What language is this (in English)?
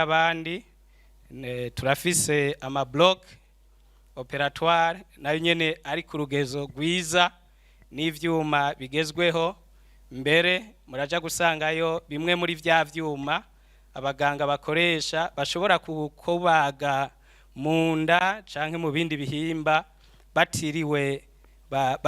Rundi